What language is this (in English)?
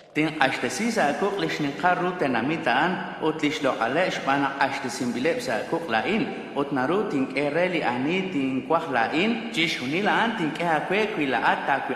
Kekchí